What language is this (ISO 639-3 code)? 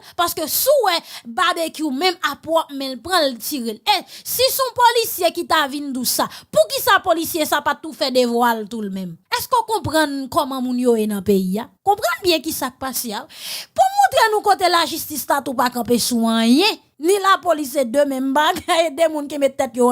hat